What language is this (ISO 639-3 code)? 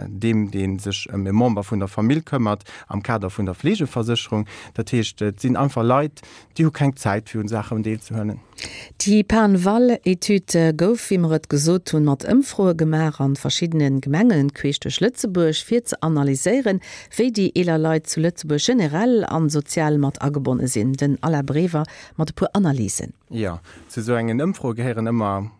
ltz